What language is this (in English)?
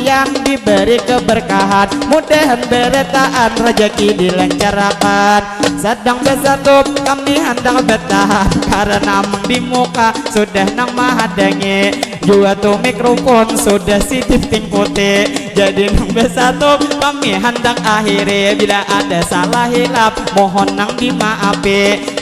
Banjar